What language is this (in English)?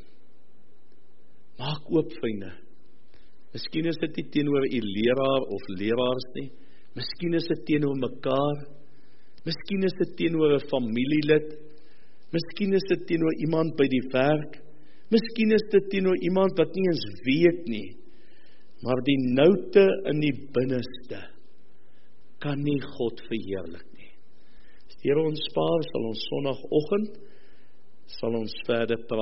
Afrikaans